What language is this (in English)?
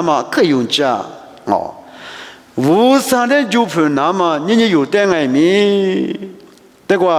Lisu